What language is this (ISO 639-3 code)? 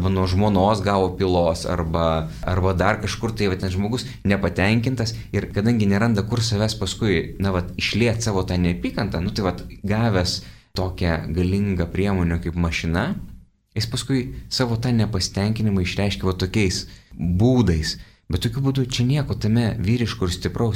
lit